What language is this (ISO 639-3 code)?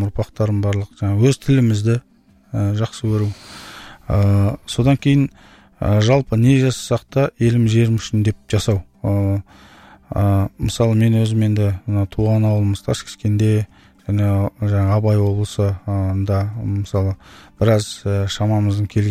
kaz